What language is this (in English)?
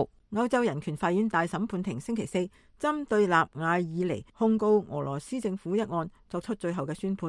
Cantonese